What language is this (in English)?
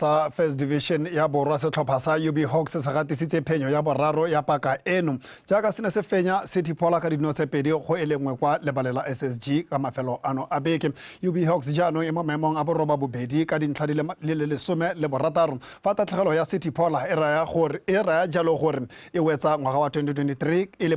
Tswana